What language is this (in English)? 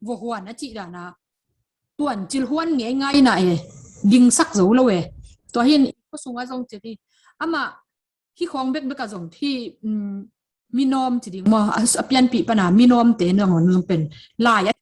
Tedim Chin